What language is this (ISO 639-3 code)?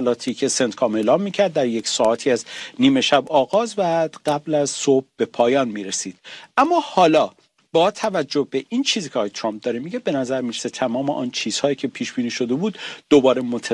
fas